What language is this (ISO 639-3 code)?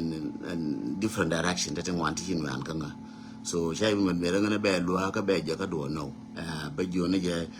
nus